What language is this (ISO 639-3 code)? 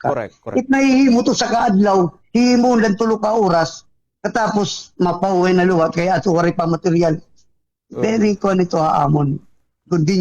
war